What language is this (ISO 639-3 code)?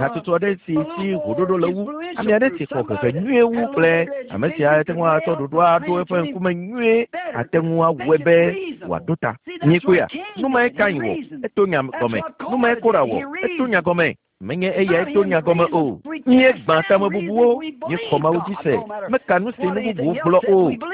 ewe